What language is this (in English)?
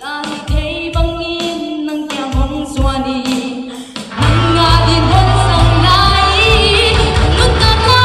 Paite Chin